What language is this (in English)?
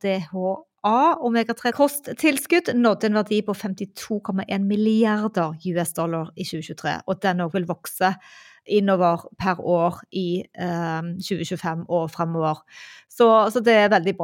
Norwegian